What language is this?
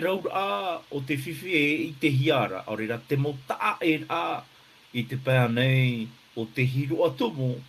Tahitian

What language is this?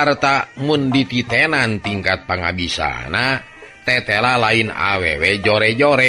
Sundanese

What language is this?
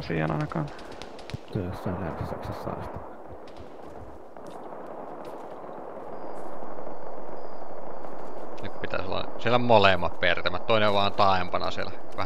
Finnish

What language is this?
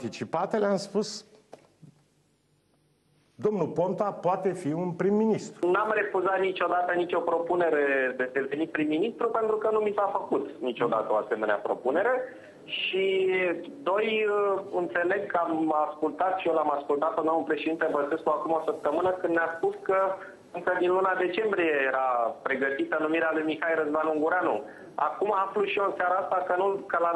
Romanian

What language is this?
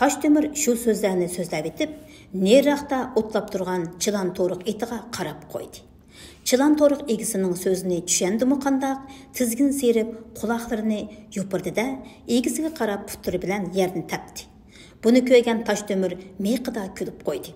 Uyghur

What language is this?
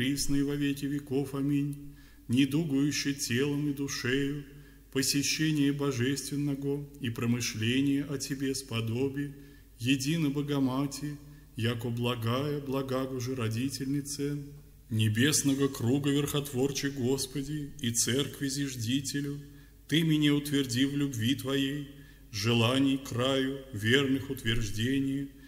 Russian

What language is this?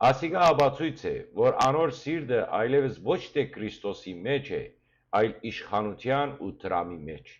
Western Armenian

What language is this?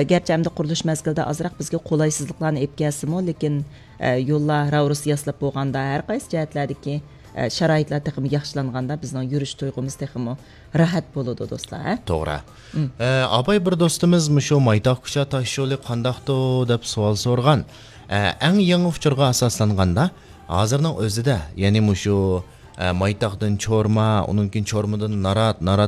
Uyghur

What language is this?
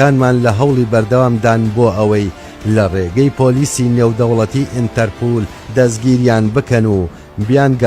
Central Kurdish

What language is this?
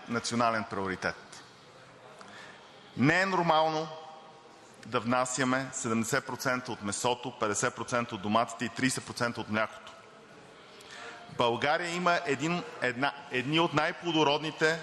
Bulgarian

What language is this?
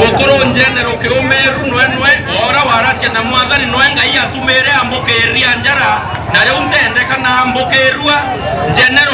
Meru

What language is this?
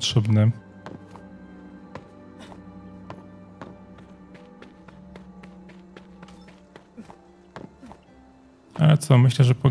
Polish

